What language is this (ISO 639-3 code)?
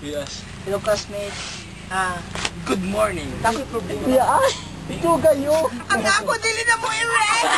ceb